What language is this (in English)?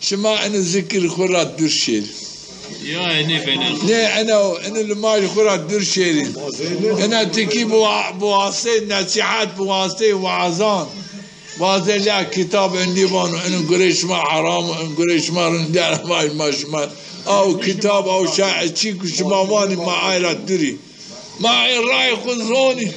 Zaza